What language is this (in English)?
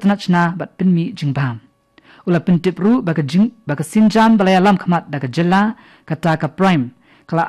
Khasi